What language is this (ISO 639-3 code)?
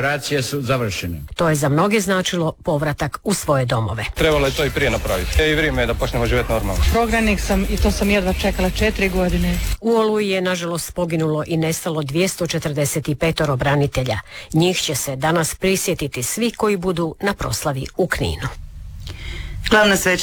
hrv